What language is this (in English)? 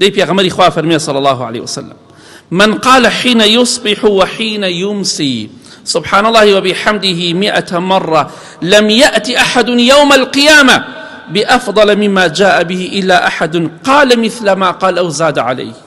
Central Kurdish